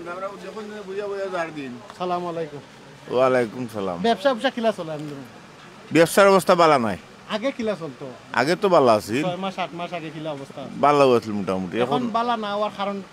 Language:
Sylheti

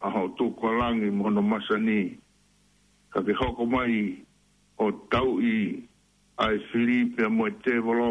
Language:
Tongan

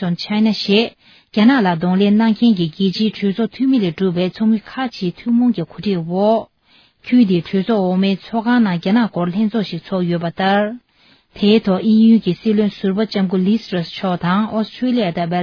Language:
Tibetan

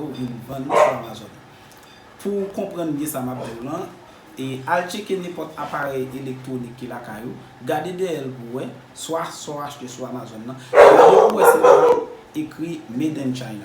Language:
Haitian Creole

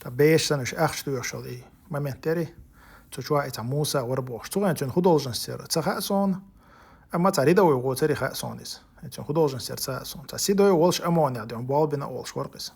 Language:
Chechen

